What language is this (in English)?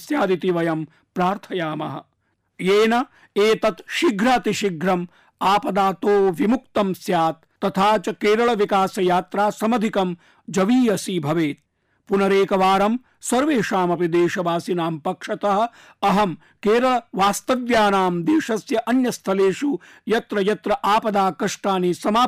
Sanskrit